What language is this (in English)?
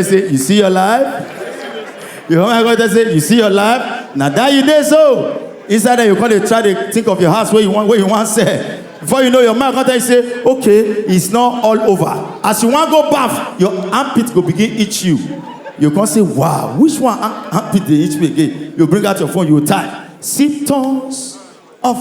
Nigerian Pidgin